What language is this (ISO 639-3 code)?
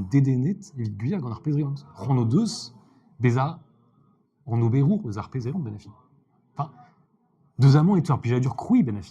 bre